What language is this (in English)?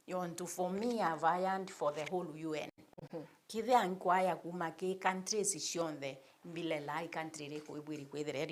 Meru